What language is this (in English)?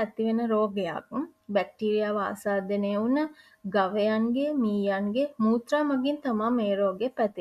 Sinhala